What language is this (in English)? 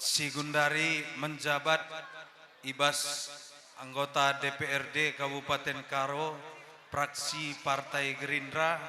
Batak Karo